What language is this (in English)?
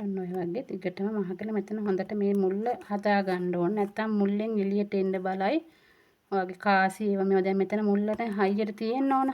Sinhala